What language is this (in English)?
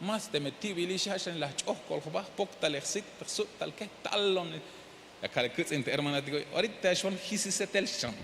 Tzeltal